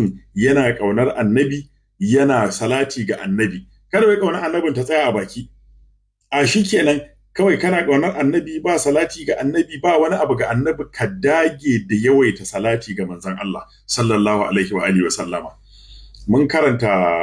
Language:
Hausa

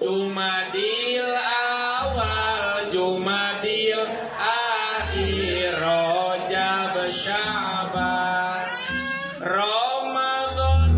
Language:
Sundanese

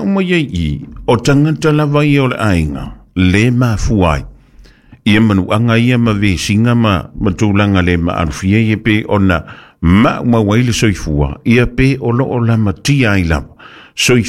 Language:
Samoan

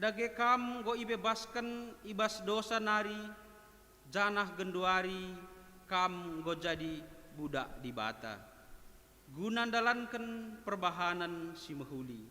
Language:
Batak Karo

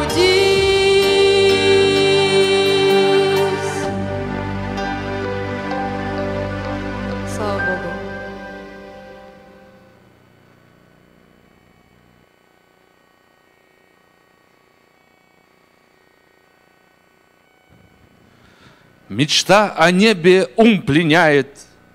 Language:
Russian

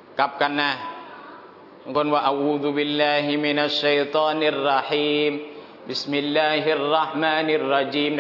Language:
Thai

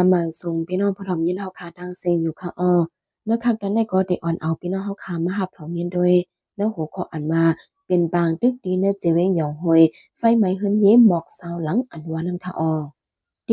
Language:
Shan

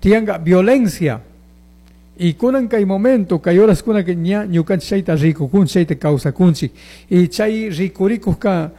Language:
Chimborazo Highland Quichua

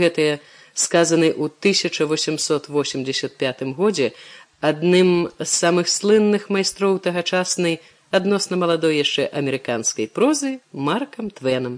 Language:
Belarusian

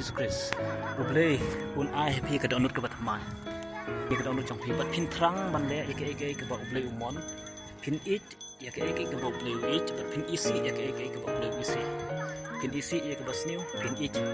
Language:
Khasi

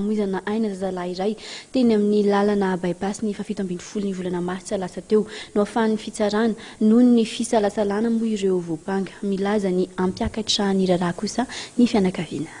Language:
Malagasy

